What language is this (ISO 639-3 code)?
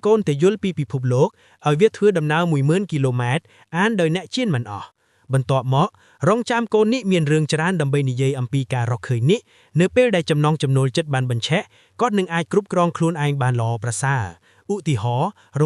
khm